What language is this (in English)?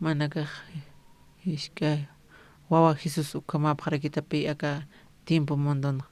Aymara